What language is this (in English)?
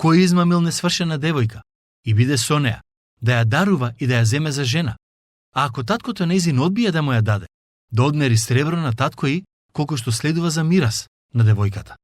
Macedonian